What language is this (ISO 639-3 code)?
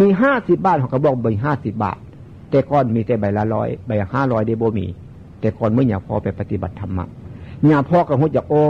tts